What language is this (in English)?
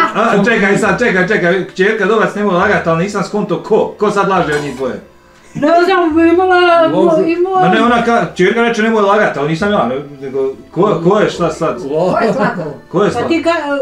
Bosnian